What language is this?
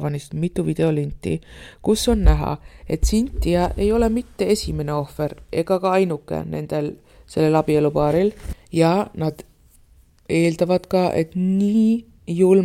Estonian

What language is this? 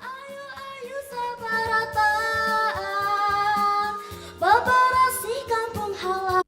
Banjar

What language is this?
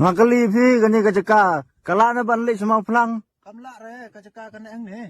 Khasi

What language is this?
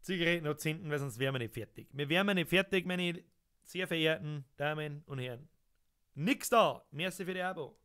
Bavarian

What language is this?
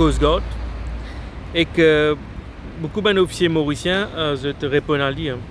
Morisyen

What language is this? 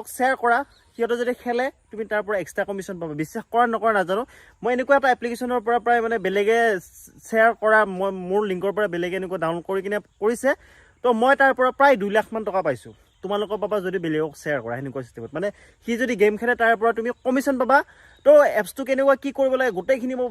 Assamese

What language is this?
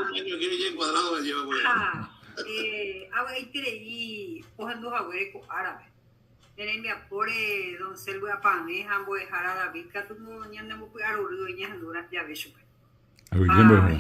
Guarani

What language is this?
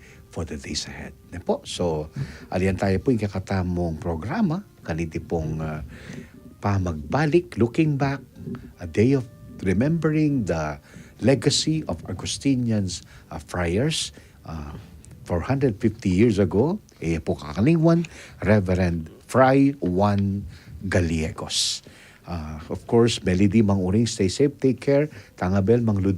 Pampanga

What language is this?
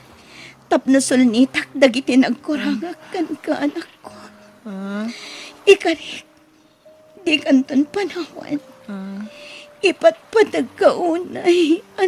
Iloko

